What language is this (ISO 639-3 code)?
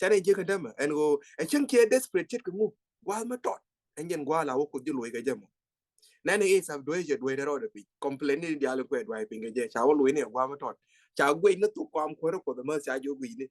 nus